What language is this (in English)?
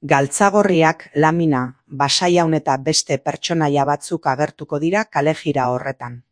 Basque